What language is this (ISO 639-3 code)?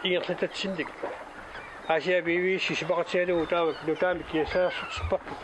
kal